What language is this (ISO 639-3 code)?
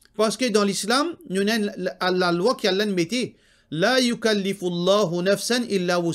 mfe